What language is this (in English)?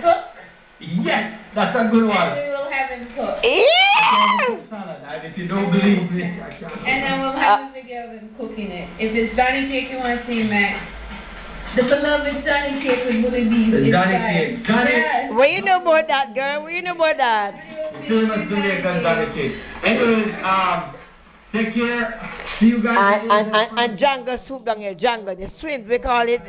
Jamaican Creole English